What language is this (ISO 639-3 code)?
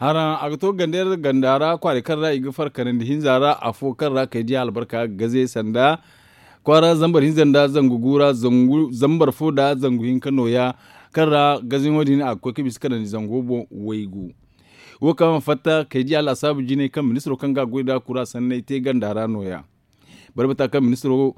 dje